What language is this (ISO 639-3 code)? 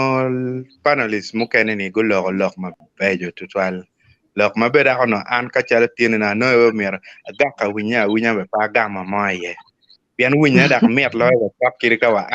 ach